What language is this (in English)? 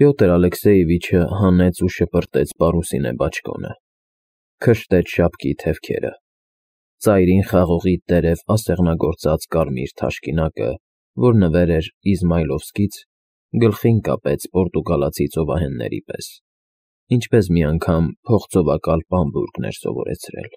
Armenian